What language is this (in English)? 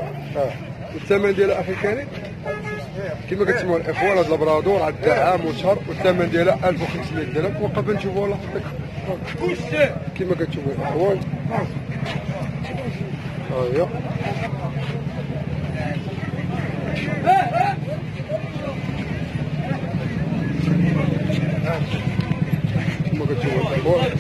Moroccan Arabic